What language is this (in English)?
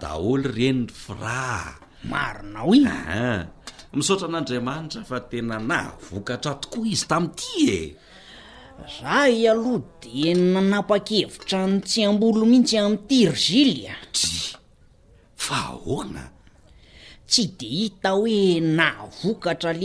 Malagasy